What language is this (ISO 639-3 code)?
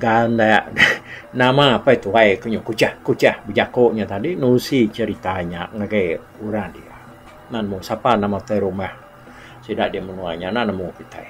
iba